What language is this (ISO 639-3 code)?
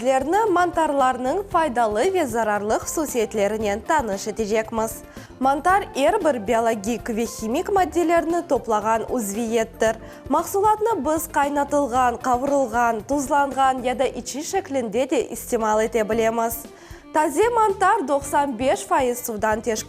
crh